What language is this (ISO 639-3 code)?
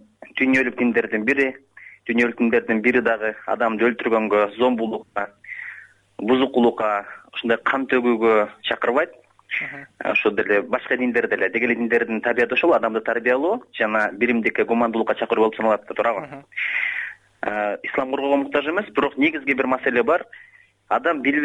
kir